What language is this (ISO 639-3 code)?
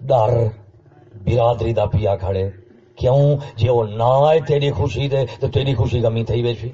skr